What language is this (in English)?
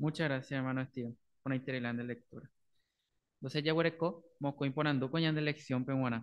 Guarani